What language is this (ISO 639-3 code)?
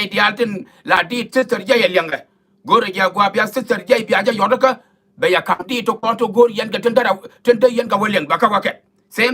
nus